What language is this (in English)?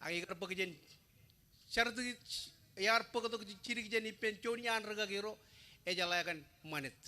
Marshallese